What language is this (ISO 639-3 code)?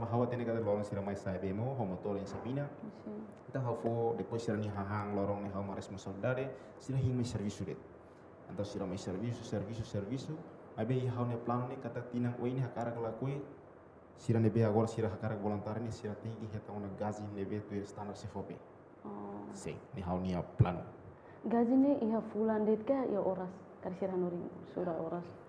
tet